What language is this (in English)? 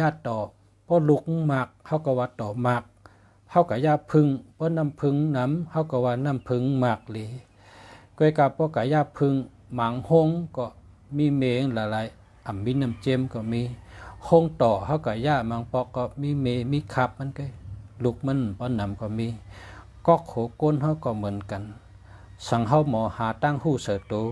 Shan